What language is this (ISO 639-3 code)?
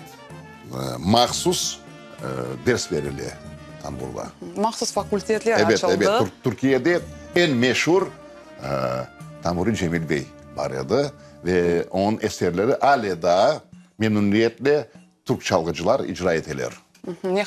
crh